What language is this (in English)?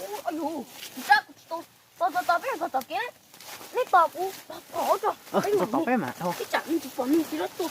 Hmong